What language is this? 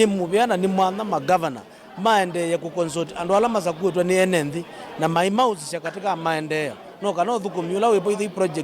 Kamba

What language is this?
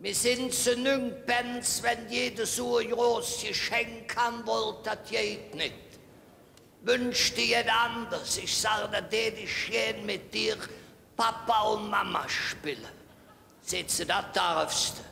Colognian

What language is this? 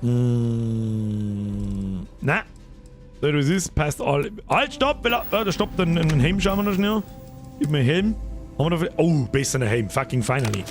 Bavarian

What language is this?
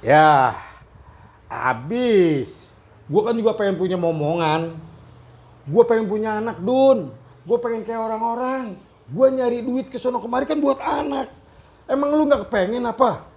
Betawi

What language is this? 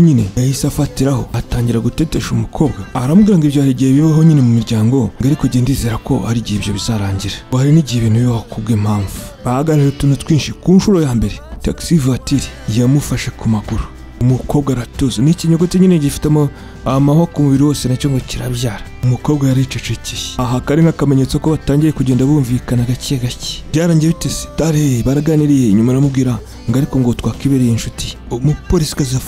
Kinyarwanda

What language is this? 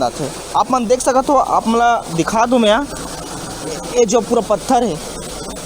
Chhattisgarhi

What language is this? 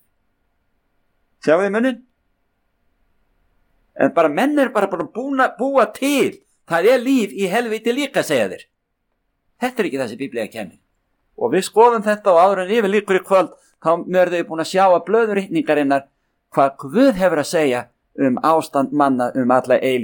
Icelandic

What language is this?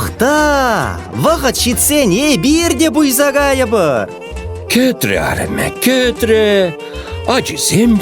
Chuvash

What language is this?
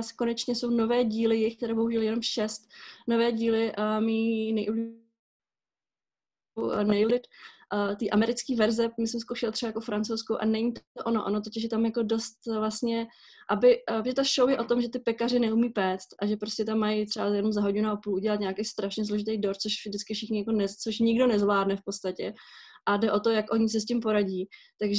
Czech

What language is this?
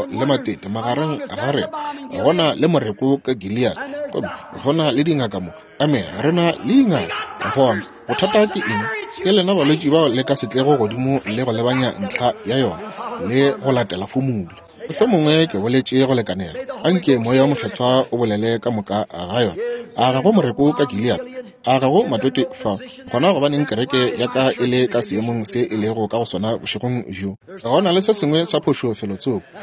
Northern Sotho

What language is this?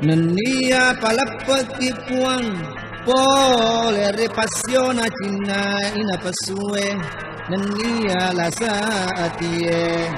Buginese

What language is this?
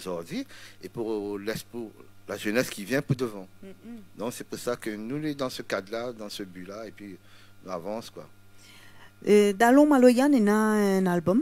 Réunion Creole French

